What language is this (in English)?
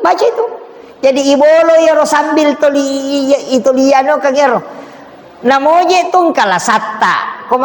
Buginese